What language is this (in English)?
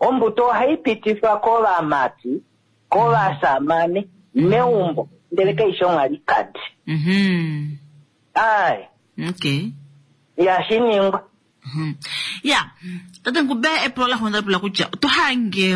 Kuanyama